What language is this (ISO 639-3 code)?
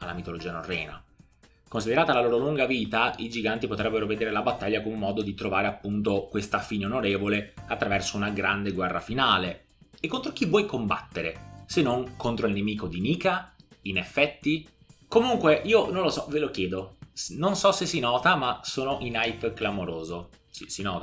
ita